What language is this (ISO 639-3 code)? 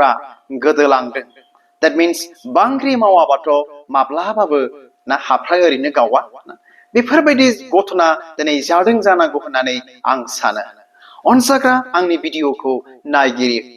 brx